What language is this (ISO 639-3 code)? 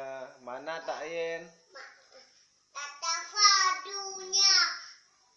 ace